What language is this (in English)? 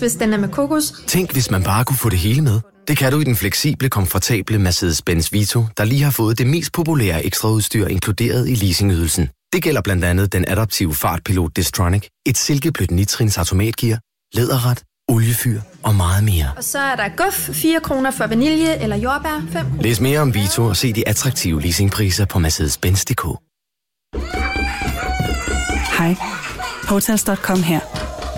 Danish